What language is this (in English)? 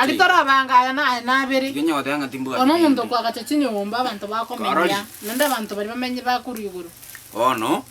Gusii